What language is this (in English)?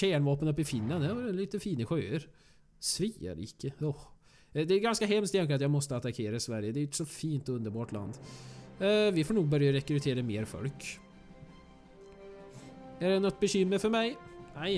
Swedish